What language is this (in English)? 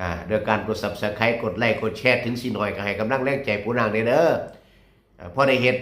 Northeastern Thai